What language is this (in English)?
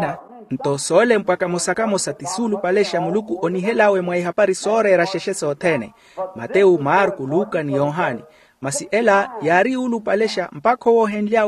Makhuwa